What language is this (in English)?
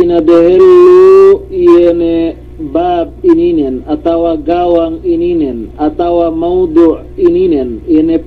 Yakan